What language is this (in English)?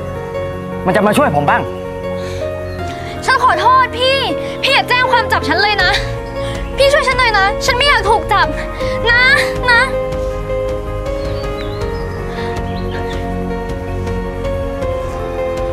Thai